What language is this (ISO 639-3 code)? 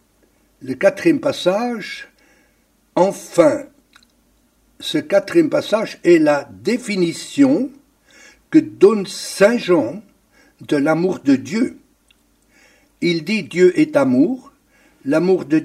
fra